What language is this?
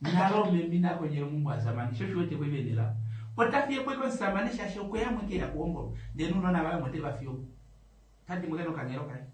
Kuanyama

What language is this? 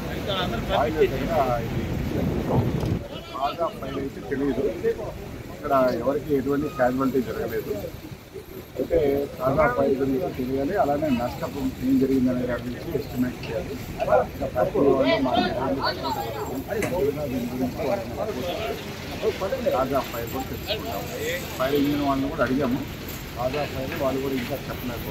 Telugu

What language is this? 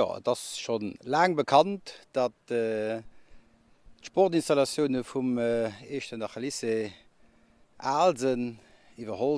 Luxembourgish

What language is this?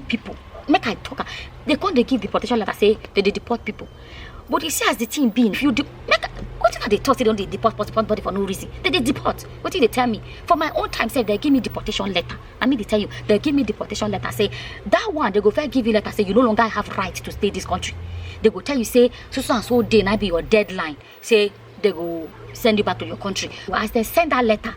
Nigerian Pidgin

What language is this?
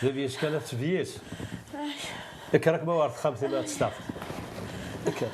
Kabyle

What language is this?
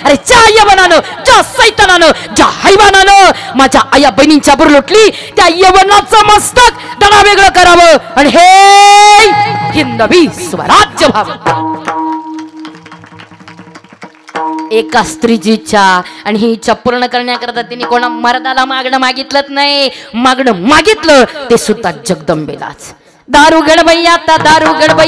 Marathi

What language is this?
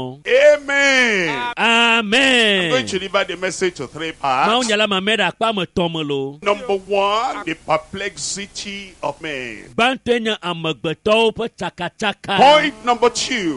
Ewe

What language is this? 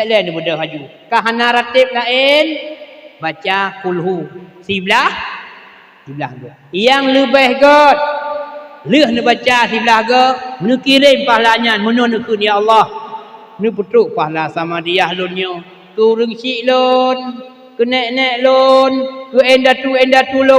Achinese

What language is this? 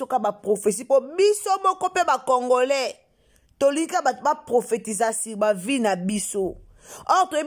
Lingala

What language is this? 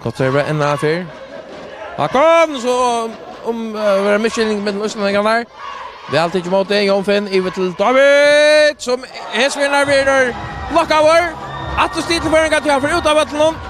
Faroese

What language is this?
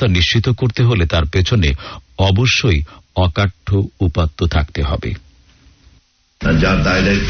Bangla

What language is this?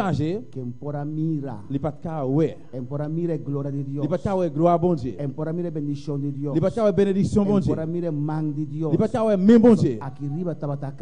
Papiamento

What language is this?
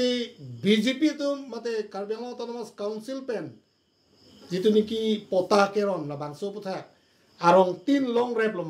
Karbi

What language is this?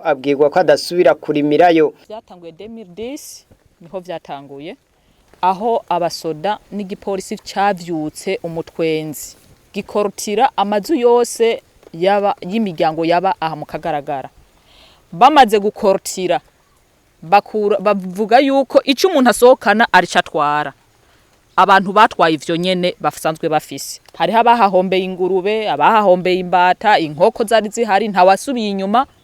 Rundi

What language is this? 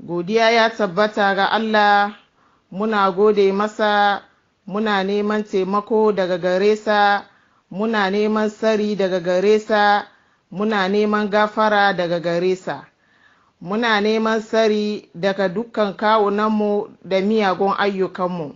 Hausa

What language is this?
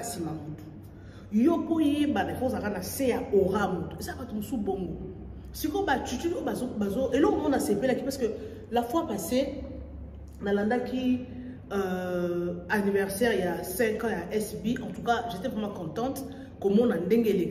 Lingala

